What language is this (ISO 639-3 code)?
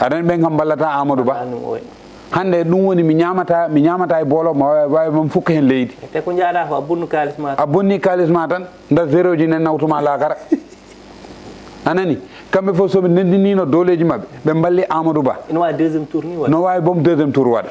ful